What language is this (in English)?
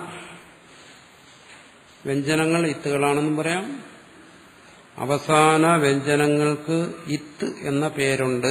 Malayalam